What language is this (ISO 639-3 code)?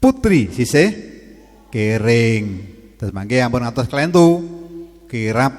jav